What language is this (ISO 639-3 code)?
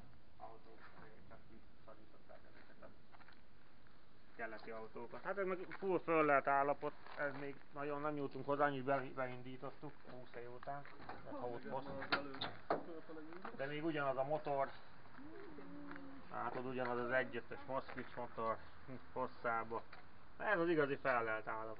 hun